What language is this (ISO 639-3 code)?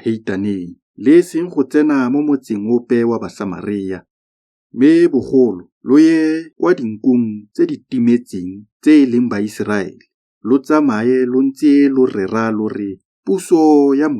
tsn